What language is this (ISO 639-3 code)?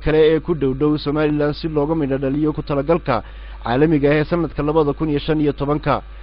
som